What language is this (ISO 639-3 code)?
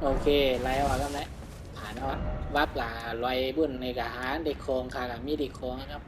shn